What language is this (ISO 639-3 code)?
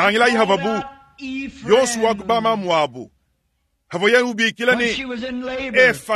lua